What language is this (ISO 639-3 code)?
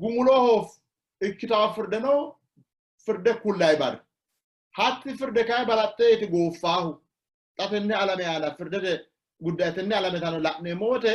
sid